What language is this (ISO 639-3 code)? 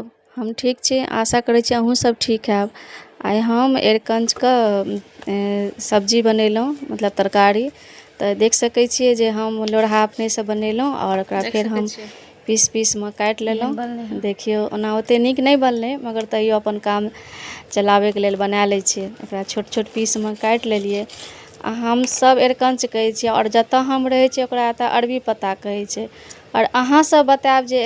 mai